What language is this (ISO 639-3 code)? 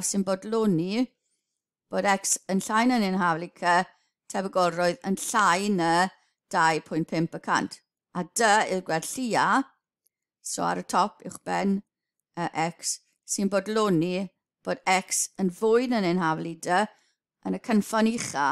cym